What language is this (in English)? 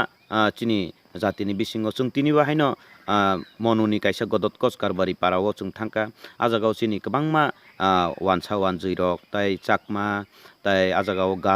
Kok Borok